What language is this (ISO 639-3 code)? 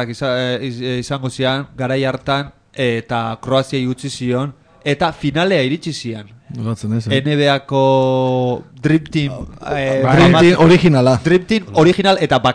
eus